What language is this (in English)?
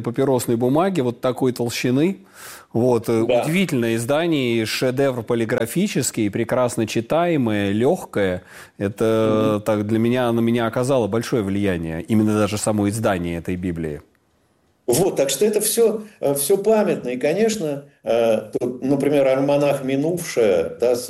Russian